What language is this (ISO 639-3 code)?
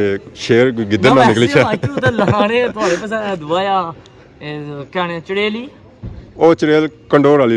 phr